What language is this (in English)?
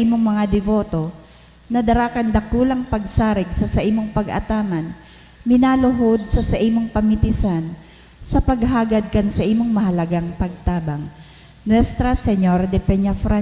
Bikol